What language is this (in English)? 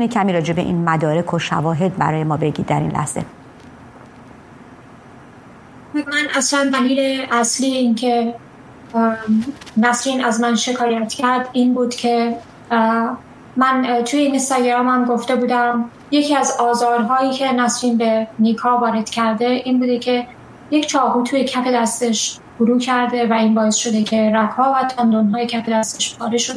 Persian